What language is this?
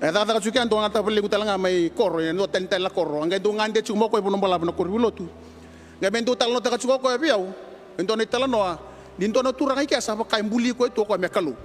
Fijian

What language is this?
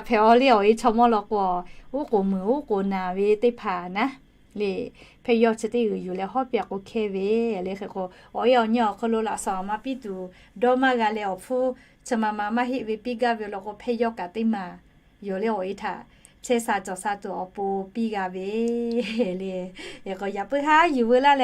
Lahu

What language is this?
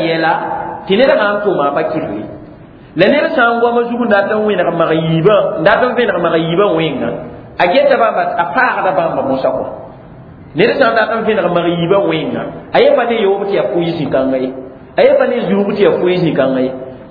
Mossi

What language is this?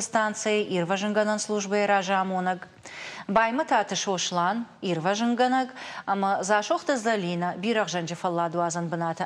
Ossetic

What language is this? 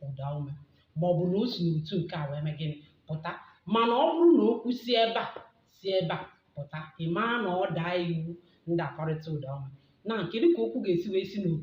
Igbo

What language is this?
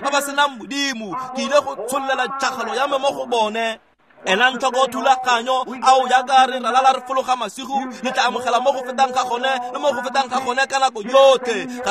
Tswana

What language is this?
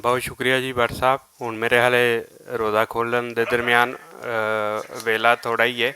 Western Panjabi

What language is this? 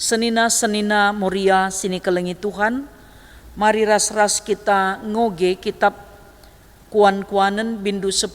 Batak Karo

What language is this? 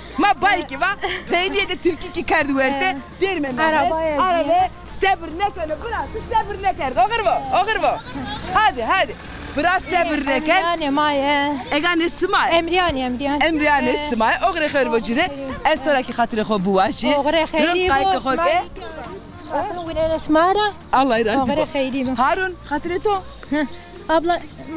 Zaza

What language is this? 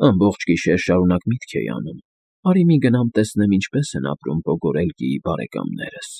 Armenian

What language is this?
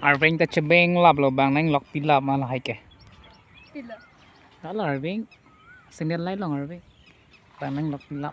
Karbi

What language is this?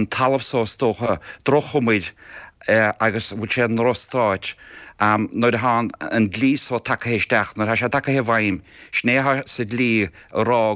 Irish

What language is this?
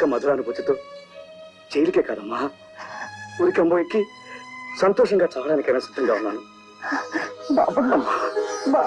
Telugu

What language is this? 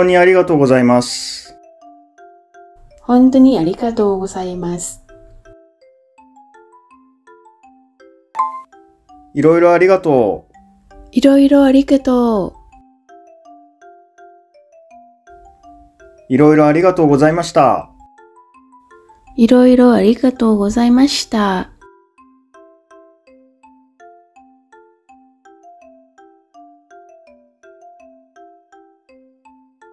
Japanese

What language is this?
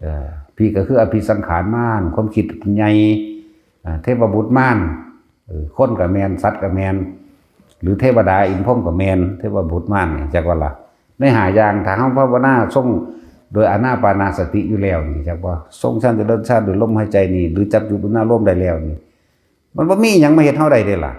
Northeastern Thai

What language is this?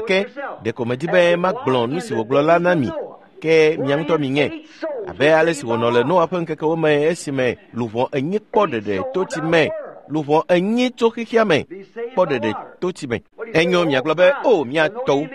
Ewe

